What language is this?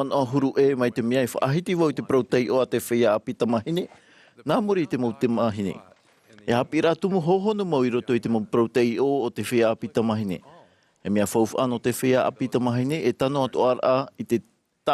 Tahitian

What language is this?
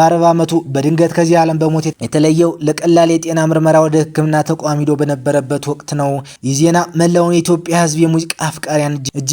Amharic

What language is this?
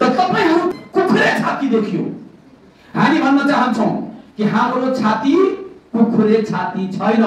Nepali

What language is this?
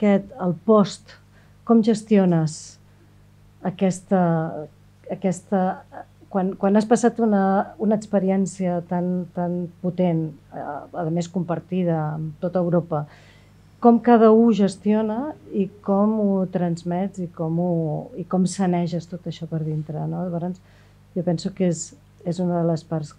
Catalan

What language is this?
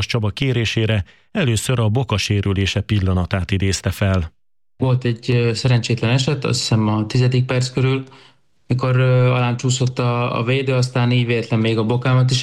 Hungarian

